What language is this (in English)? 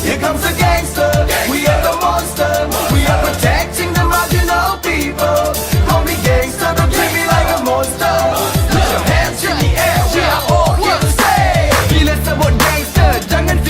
Minangkabau